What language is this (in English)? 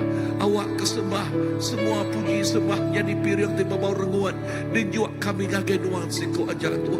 Iban